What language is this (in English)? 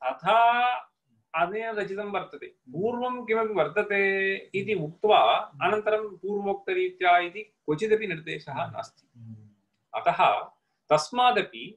Sanskrit